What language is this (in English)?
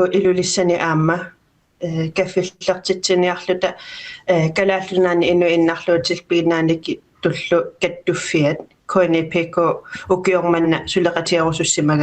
Kalaallisut